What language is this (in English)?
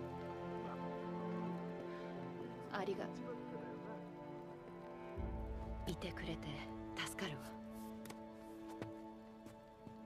Japanese